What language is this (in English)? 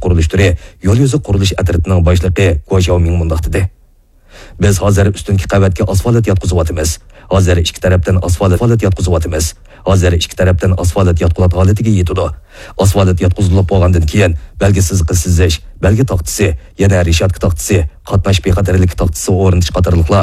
Uyghur